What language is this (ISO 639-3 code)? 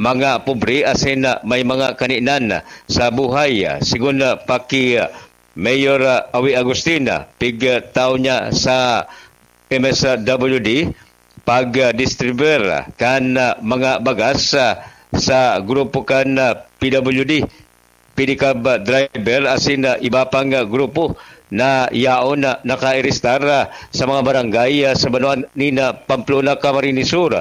bik